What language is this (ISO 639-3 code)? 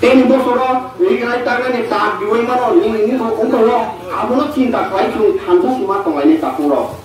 trp